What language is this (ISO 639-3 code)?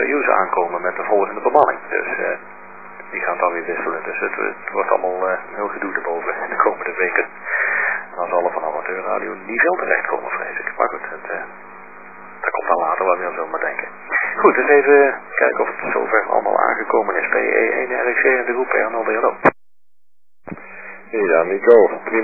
nld